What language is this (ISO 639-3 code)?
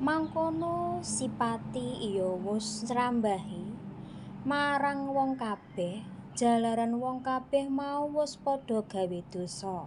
jav